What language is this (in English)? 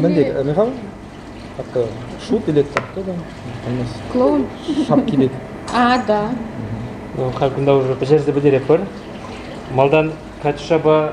Chuvash